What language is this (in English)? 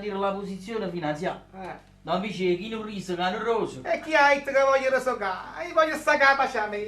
Neapolitan